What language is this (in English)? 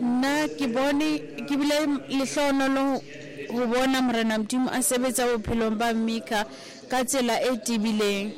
Southern Sotho